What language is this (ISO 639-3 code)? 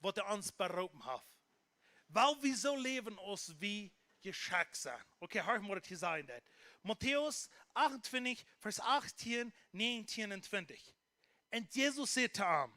pdt